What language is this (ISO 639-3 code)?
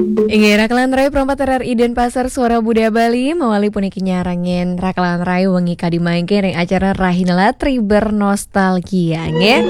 ban